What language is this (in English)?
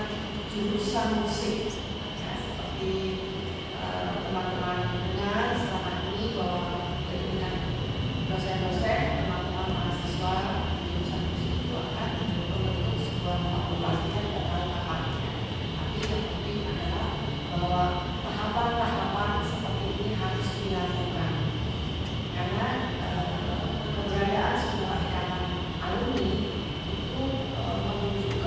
Indonesian